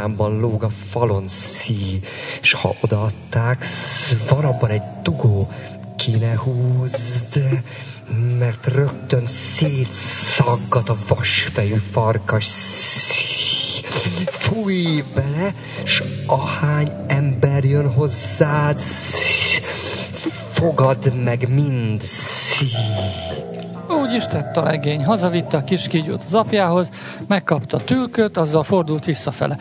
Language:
Hungarian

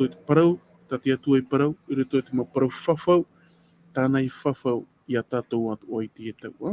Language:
Tahitian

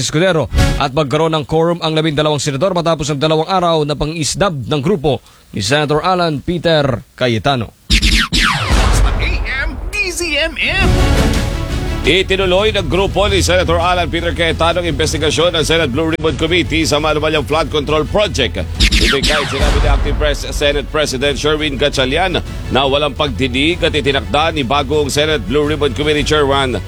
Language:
Filipino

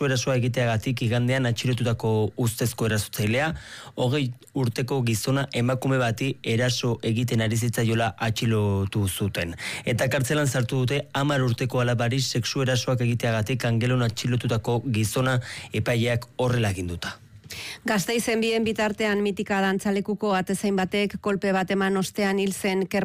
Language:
Basque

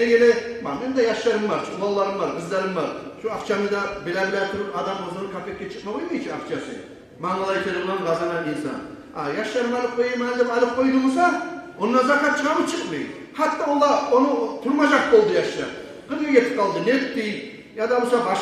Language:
Kumyk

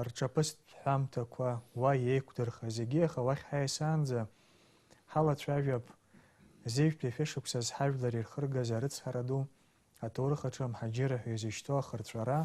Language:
Abkhazian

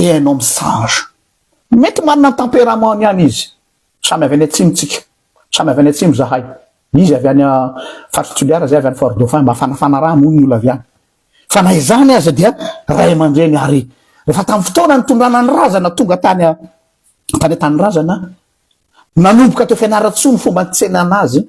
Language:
Malagasy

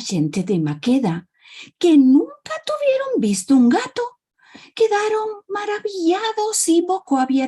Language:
Ladino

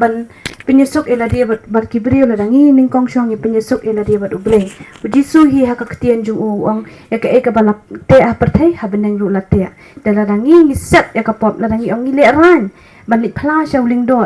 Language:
Khasi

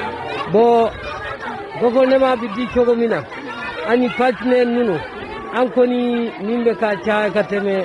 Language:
Bambara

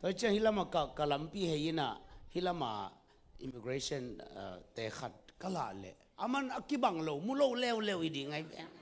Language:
Tedim Chin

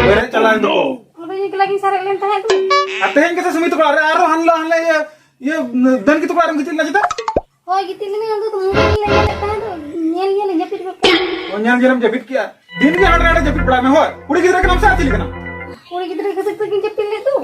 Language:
Santali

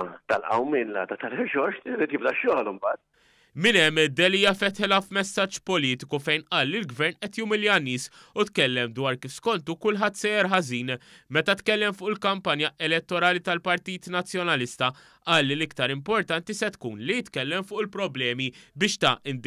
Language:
Maltese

